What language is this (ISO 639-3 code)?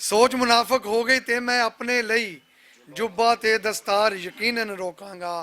lah